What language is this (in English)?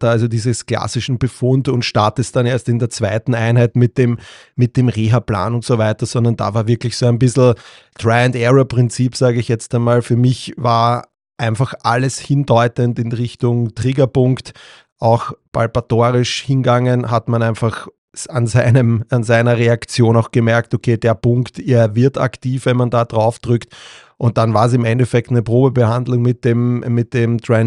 German